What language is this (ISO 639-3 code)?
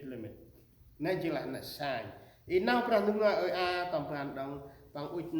cmo